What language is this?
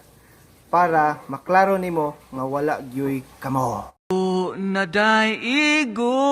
Cebuano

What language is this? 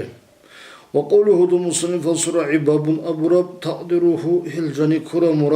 Avaric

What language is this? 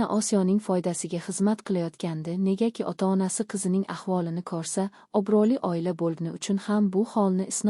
Uzbek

